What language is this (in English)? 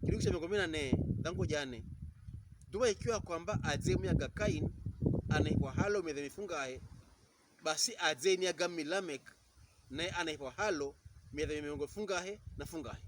Pokomo